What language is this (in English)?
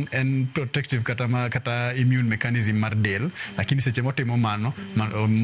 Luo (Kenya and Tanzania)